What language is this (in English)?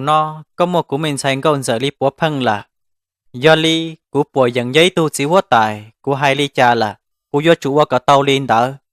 Hmong